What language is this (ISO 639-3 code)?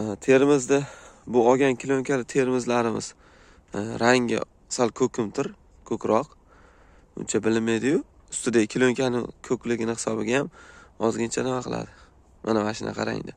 uzb